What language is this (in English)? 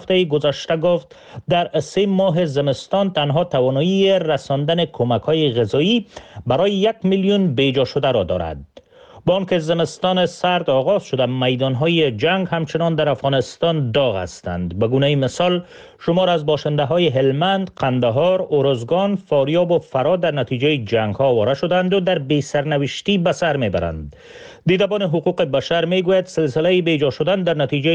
Persian